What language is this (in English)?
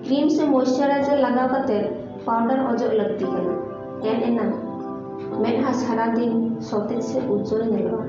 Santali